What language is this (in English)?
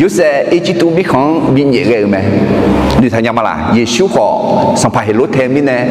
Akha